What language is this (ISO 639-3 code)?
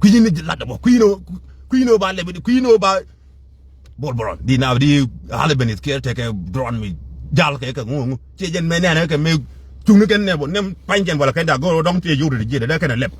nus